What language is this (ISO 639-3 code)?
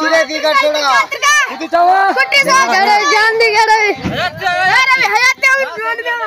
skr